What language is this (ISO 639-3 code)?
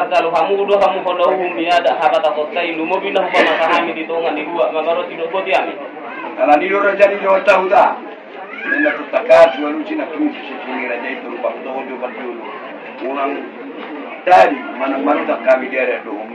bbc